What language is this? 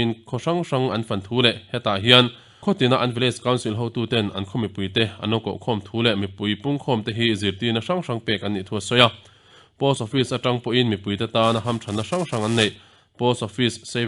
Mizo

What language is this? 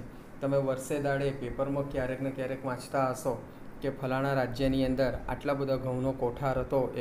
Gujarati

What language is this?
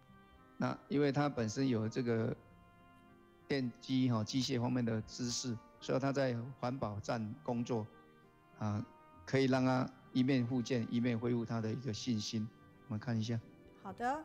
Chinese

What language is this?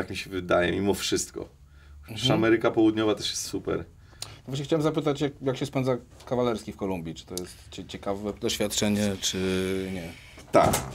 Polish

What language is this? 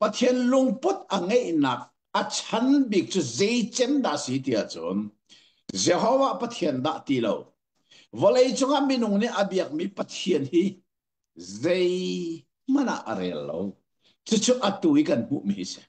Hakha Chin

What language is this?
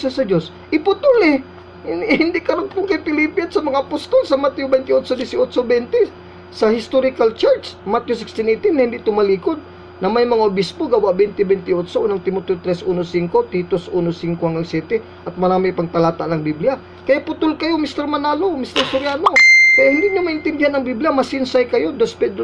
Filipino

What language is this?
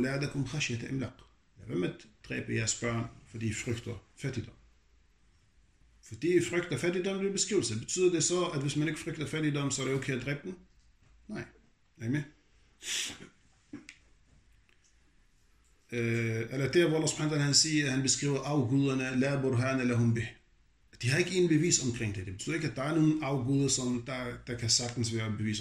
Danish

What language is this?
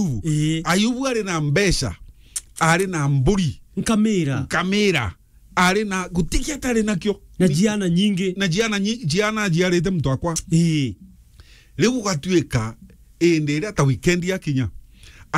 Meru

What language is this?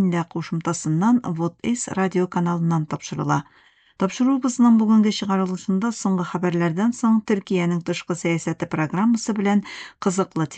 Tatar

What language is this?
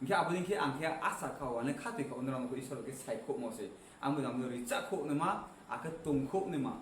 Riang (India)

